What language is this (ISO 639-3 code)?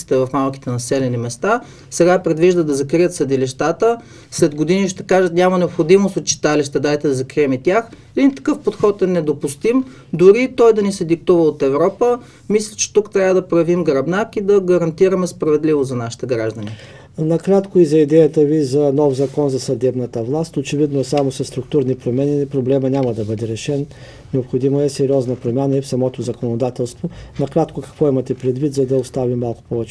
bul